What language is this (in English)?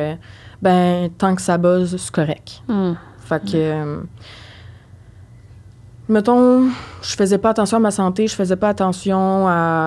French